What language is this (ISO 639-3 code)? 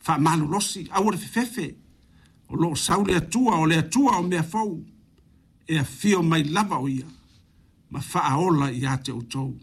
smo